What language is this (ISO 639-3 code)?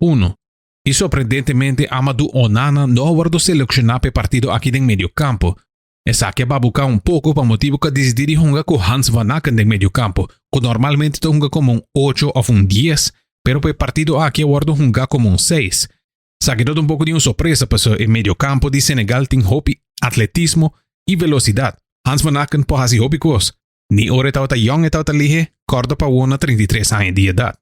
pap